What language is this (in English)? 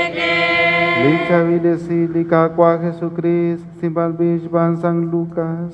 Kekchí